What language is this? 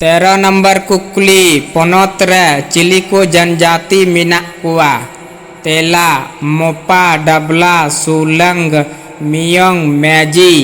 Santali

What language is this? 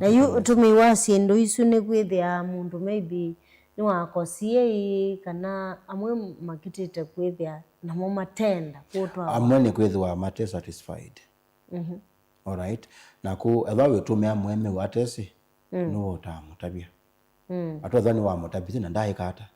Kamba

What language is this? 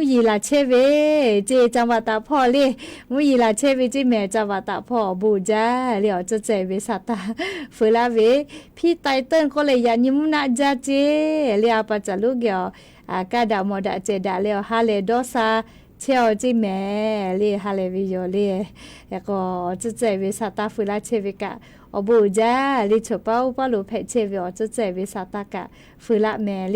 Lahu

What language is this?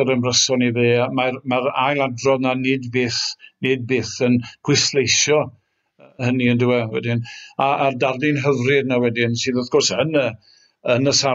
Welsh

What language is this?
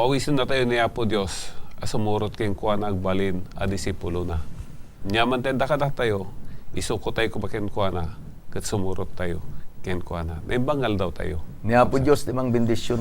Iloko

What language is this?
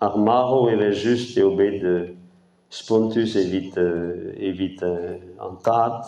Breton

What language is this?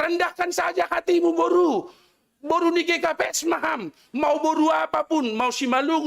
Batak Simalungun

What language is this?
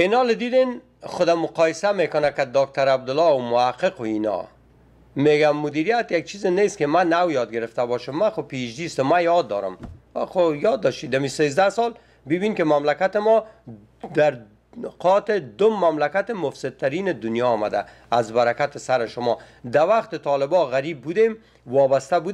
Persian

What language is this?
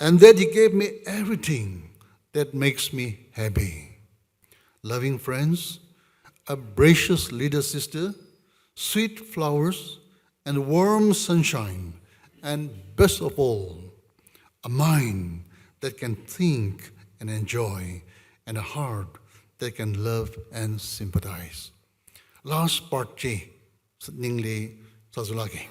Tangkhul Naga (India)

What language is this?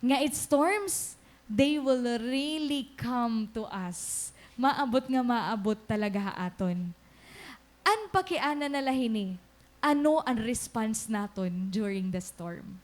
Waray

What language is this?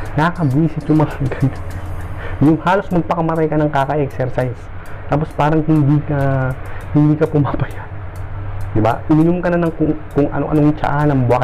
Filipino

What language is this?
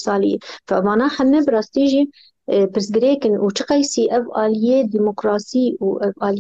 Kurdish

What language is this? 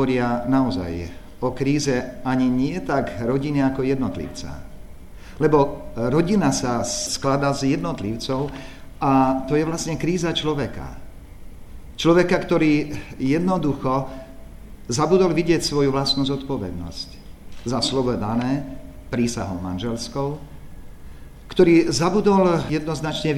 Slovak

